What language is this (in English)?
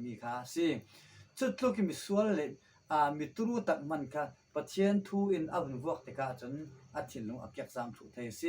Falam Chin